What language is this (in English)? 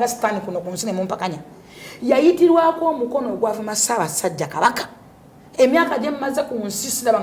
Ganda